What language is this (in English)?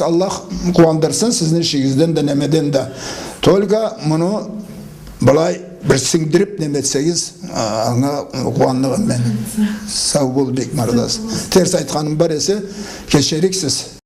Karachay-Balkar